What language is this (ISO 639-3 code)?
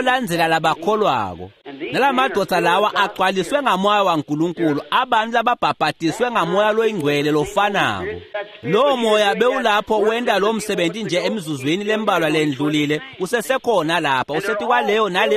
ssw